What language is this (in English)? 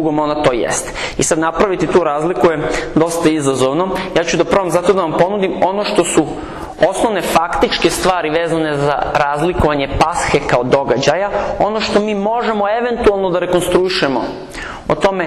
Serbian